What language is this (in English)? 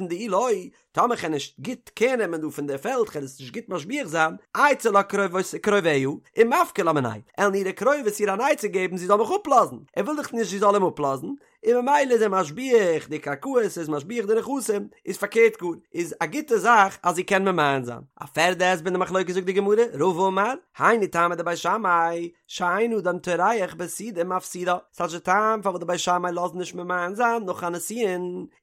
Yiddish